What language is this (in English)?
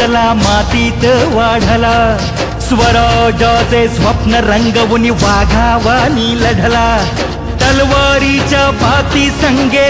Marathi